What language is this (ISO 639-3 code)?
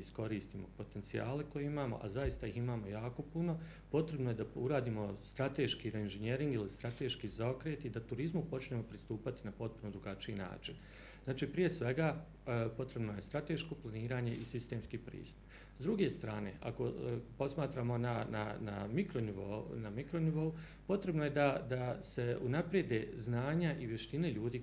bos